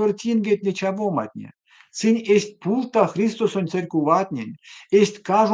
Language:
Erzya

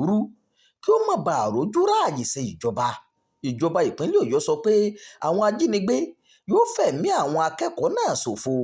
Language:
Yoruba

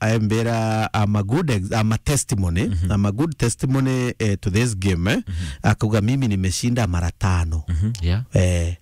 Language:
Meru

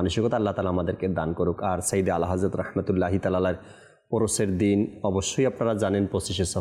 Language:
Bangla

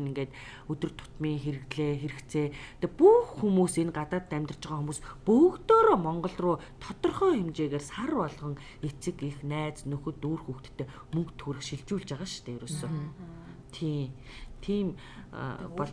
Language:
Mongolian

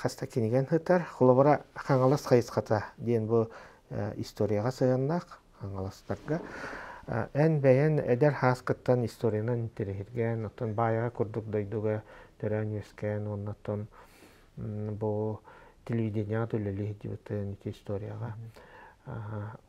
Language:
Yakut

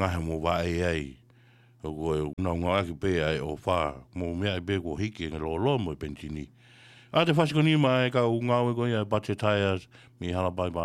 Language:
Tongan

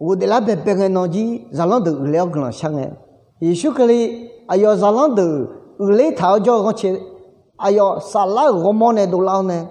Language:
Akha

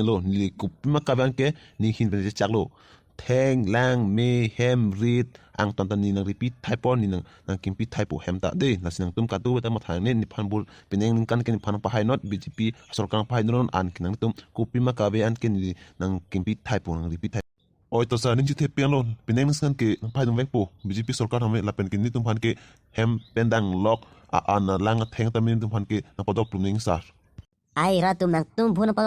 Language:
Karbi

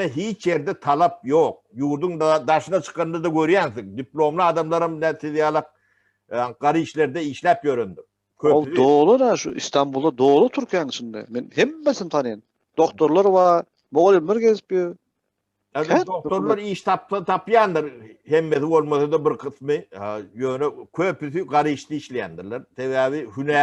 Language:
Turkmen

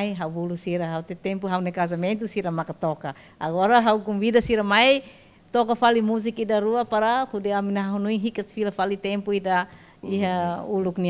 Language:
Tetum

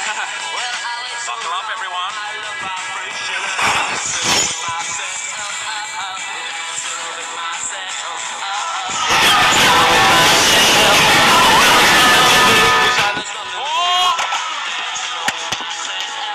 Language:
English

